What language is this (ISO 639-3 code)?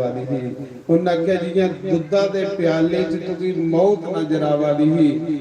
doi